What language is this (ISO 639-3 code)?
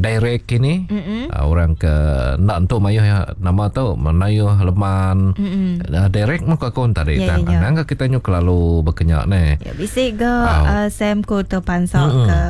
iba